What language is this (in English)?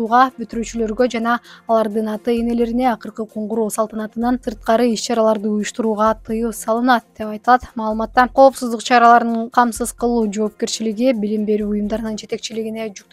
Kyrgyz